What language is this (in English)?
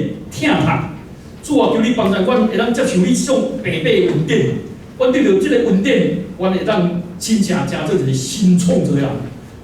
Min Nan Chinese